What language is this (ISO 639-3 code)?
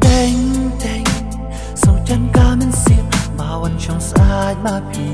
kha